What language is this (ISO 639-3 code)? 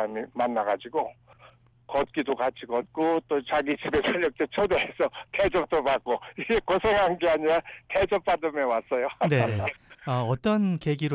kor